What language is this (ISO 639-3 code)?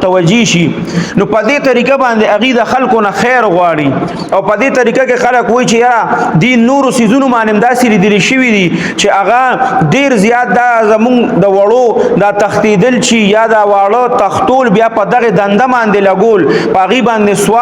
pus